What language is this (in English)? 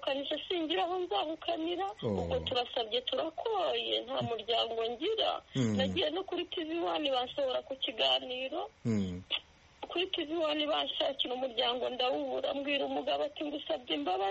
Kinyarwanda